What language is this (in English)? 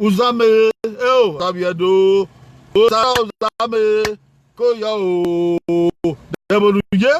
Bini